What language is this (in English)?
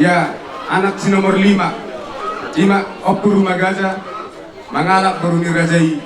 Batak Toba